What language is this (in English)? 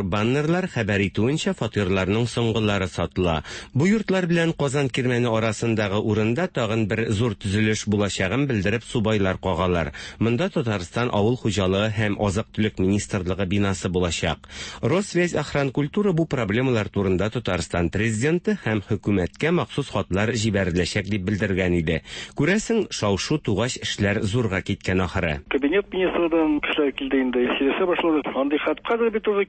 Tatar